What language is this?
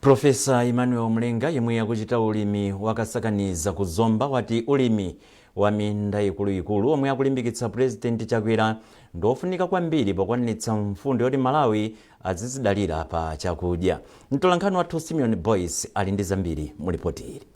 Nyanja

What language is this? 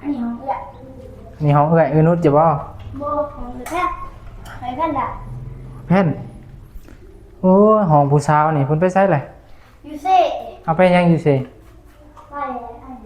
Northeastern Thai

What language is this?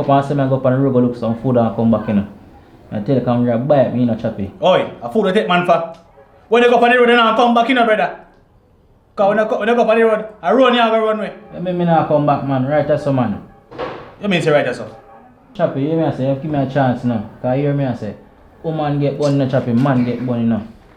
Jamaican Creole English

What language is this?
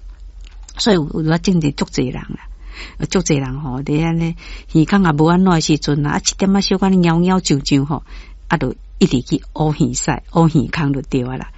Min Nan Chinese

